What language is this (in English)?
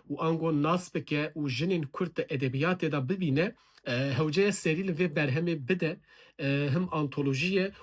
Kurdish